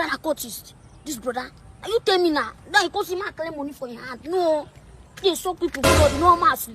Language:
Nigerian Pidgin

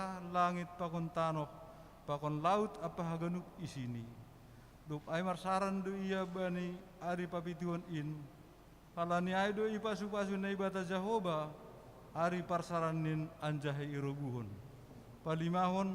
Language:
Batak Simalungun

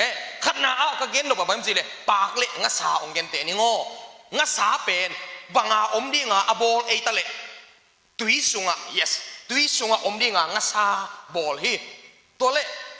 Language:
Tedim Chin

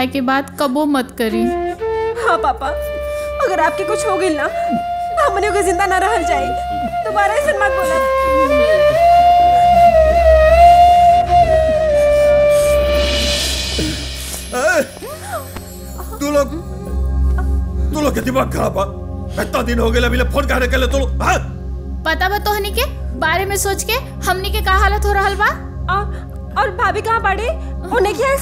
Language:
Bhojpuri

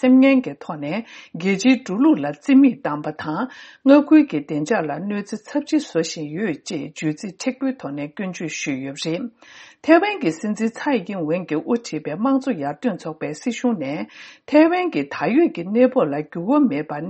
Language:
Tibetan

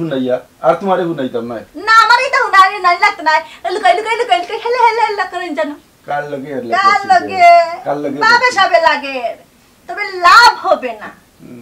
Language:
Sylheti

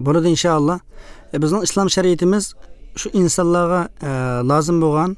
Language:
Uyghur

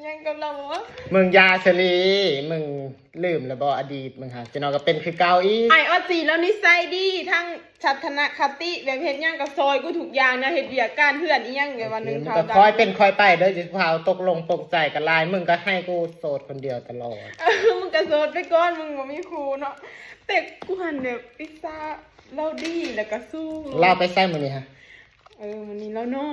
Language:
Lao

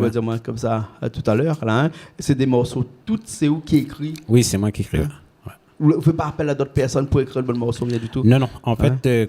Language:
Réunion Creole French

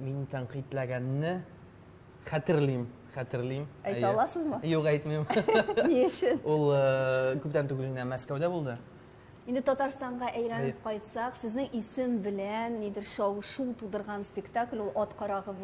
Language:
Tatar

